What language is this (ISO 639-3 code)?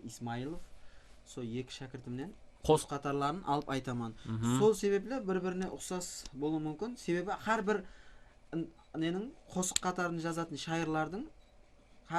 kaa